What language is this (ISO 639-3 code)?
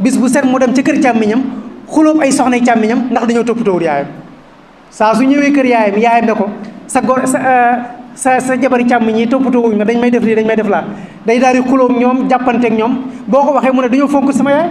wol